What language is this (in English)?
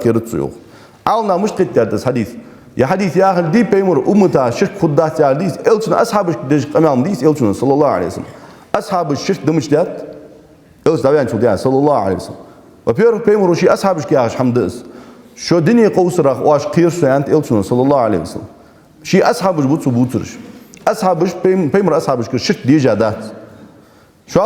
Ingush